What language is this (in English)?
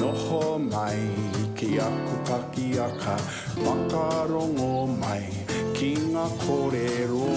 Māori